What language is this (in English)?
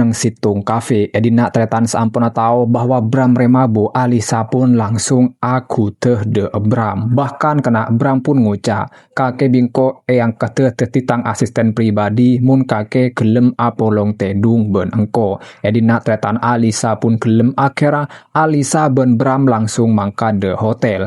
Madurese